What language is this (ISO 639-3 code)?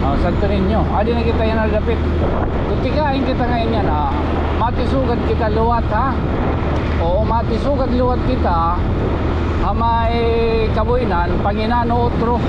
war